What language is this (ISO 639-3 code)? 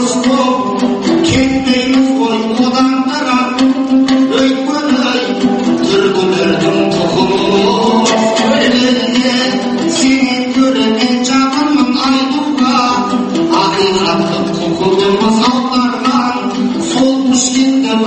kaz